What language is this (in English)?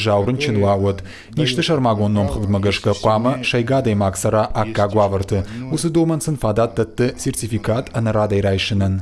Ossetic